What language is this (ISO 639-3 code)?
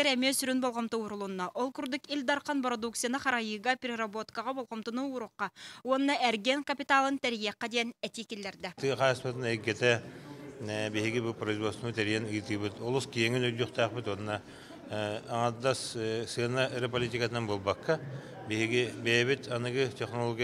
sah